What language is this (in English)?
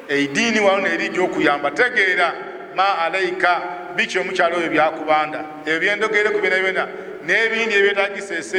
Ganda